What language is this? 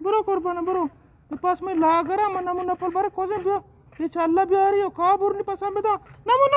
Eastern Balochi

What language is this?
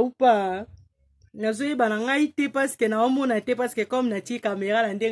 Lingala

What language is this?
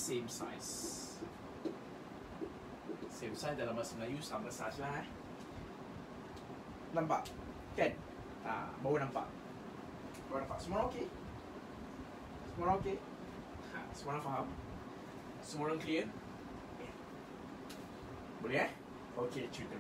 Malay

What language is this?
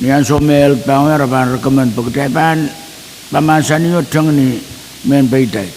Pohnpeian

